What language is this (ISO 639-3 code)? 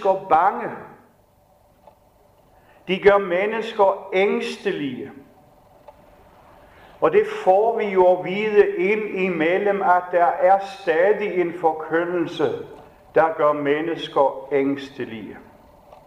dan